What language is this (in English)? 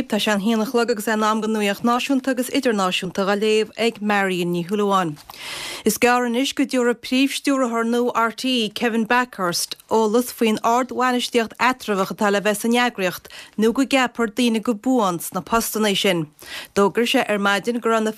Irish